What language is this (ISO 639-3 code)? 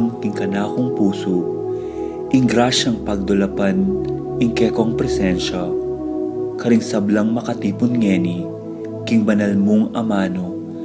pam